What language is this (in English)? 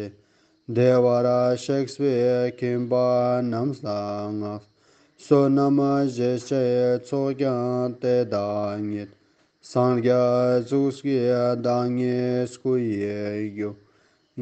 Ladakhi